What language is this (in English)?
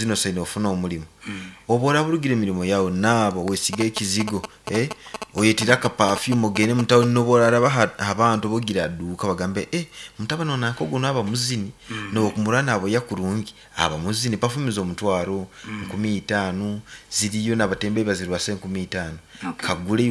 Nyankole